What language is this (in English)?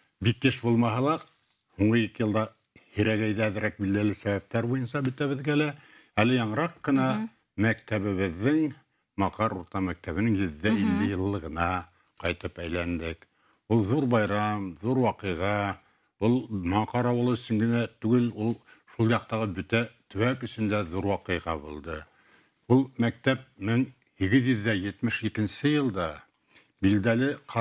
Bashkir